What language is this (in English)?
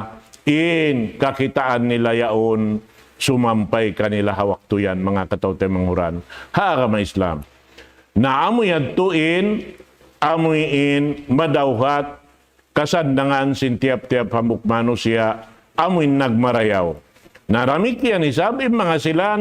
Tausug